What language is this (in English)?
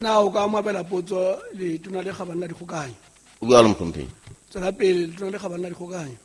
Southern Sotho